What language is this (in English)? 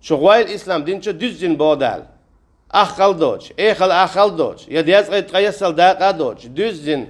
Chechen